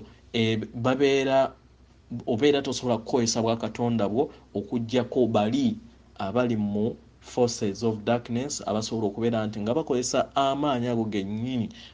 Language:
Ganda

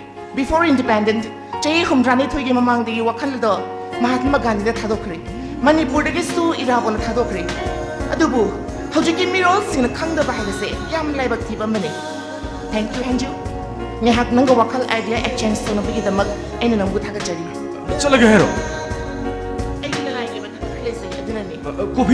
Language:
Manipuri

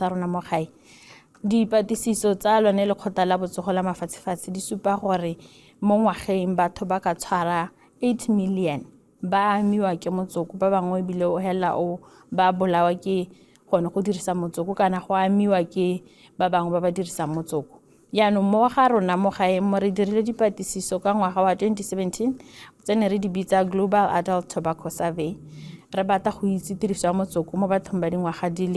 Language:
Tswana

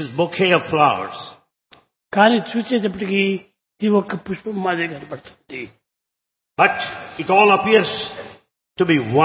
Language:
Telugu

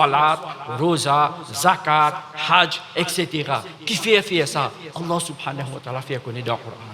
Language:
Morisyen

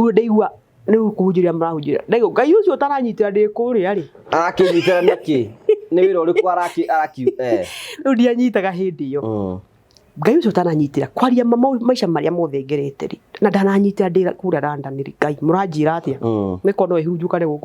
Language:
Kikuyu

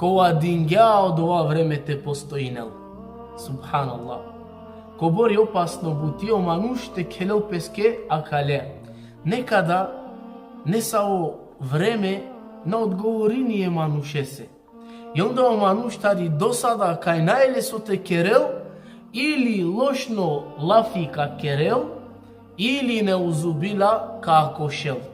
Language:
Balkan Romani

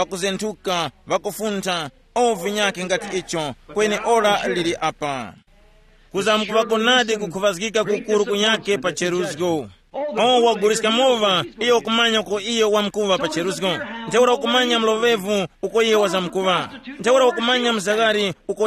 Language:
Tumbuka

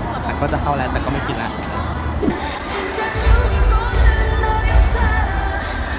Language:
Thai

